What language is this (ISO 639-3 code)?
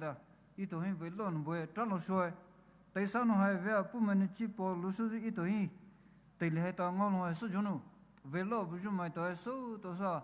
pmx